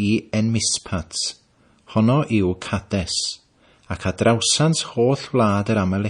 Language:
Welsh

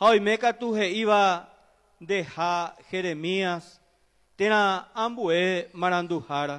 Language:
Guarani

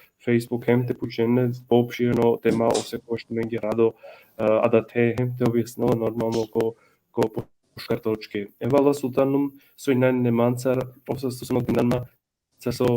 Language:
Balkan Romani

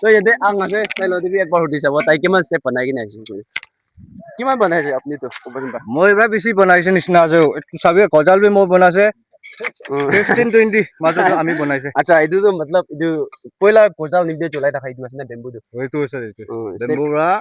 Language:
Naga Pidgin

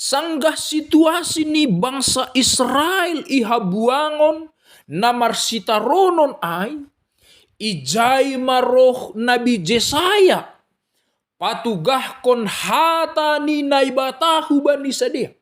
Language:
Batak Simalungun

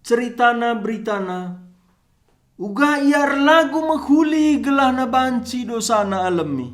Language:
Batak Karo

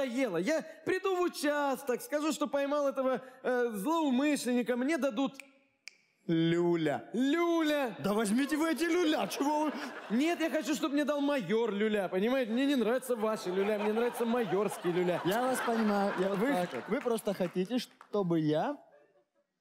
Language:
Russian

